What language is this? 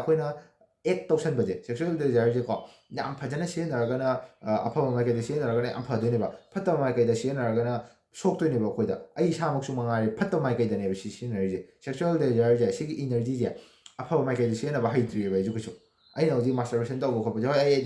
Manipuri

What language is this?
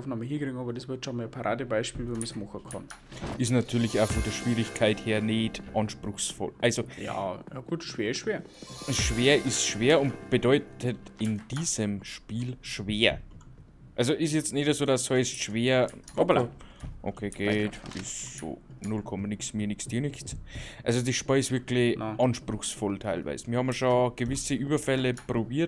Bavarian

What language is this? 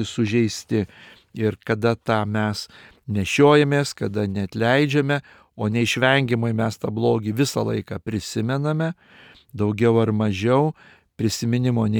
Lithuanian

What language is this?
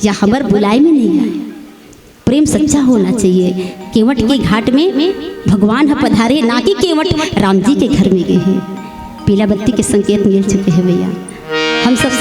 Chhattisgarhi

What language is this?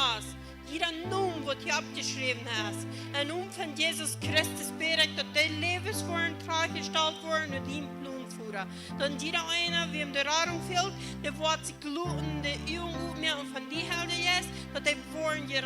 Plautdietsch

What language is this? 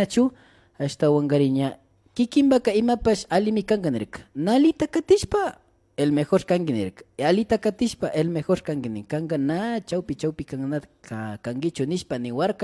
Imbabura Highland Quichua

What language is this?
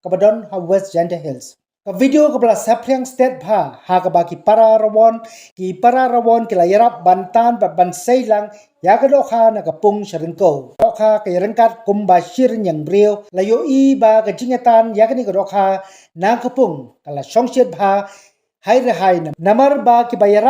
Khasi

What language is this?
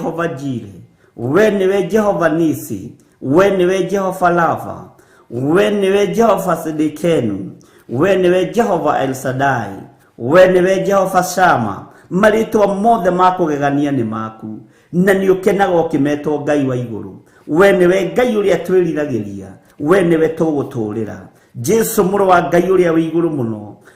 Kikuyu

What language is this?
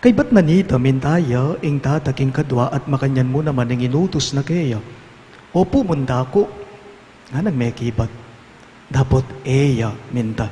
Pampanga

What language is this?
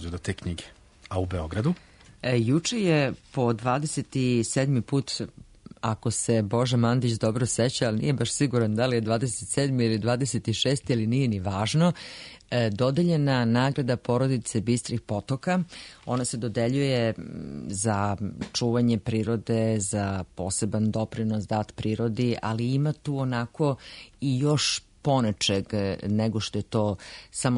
Serbian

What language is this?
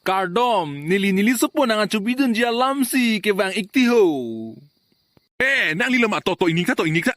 Karbi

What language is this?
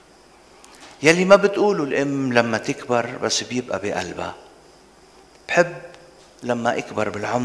North Levantine Arabic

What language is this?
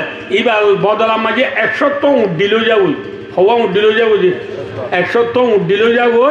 Rohingya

